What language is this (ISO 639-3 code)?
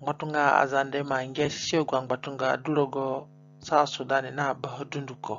zne